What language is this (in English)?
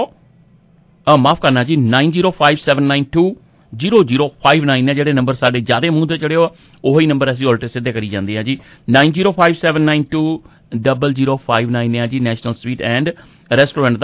Punjabi